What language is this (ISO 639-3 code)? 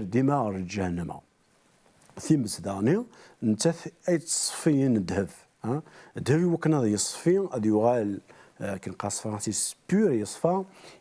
kab